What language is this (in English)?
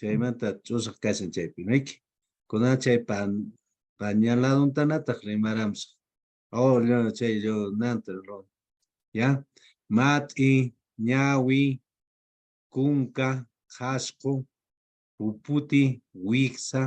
Quechua